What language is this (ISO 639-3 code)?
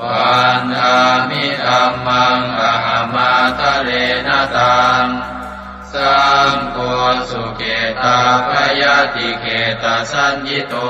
pli